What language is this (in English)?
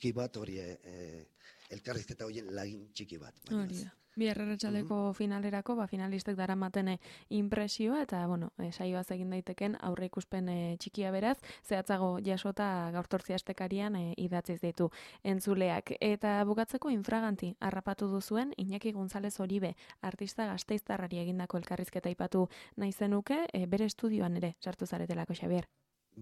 Basque